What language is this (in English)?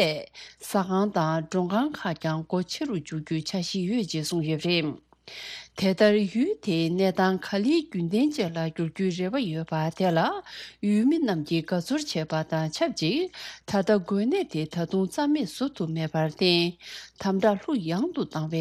Tibetan